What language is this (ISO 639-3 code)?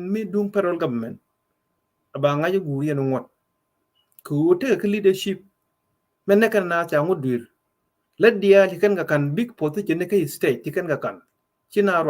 nus